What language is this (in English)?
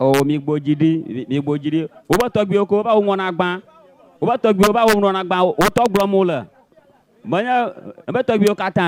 Ewe